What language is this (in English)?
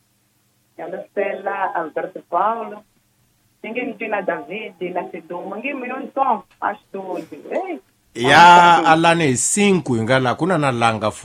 Tsonga